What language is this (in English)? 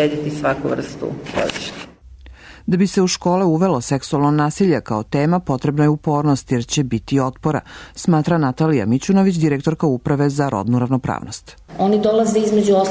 Serbian